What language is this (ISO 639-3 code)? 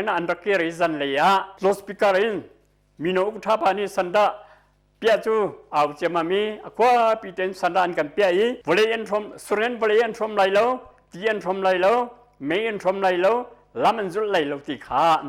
cnh